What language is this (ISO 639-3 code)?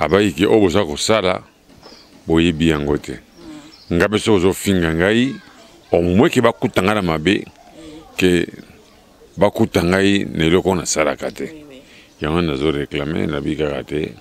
lin